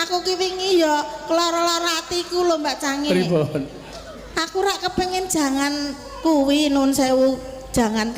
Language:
Javanese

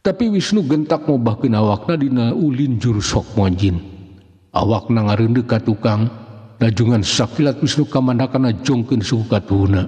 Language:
Sundanese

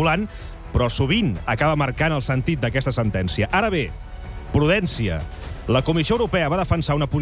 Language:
Catalan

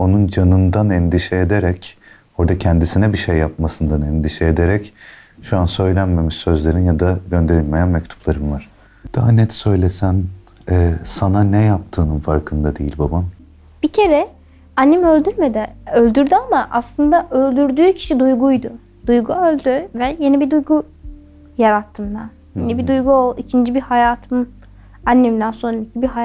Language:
Turkish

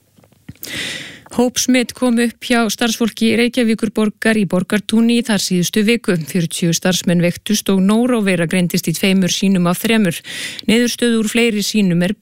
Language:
Icelandic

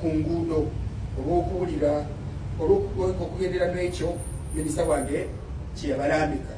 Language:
Ganda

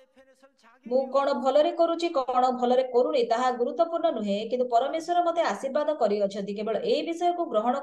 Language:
Odia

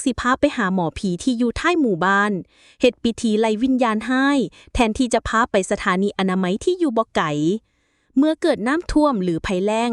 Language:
Lao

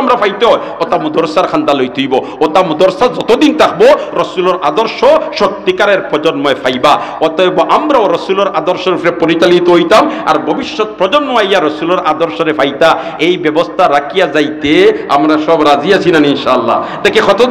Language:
Sylheti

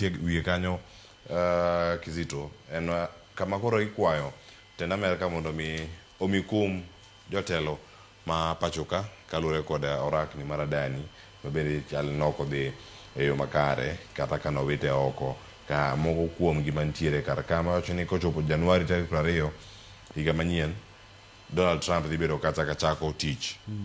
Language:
Luo (Kenya and Tanzania)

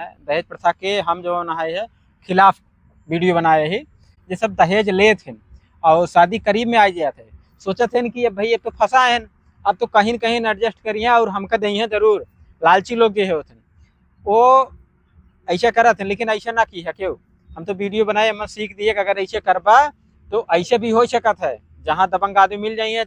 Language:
Awadhi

